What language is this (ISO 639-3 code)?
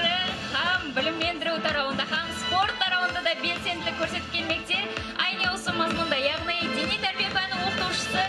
kaa